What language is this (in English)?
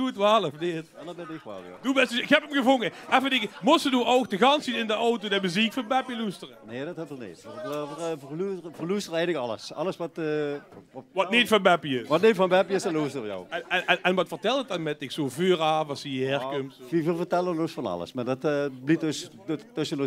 Limburgish